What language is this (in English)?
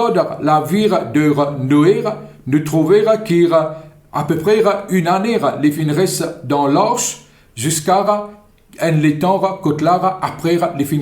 Morisyen